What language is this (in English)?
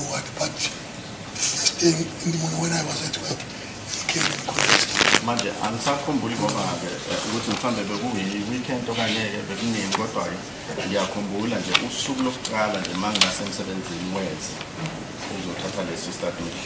Zulu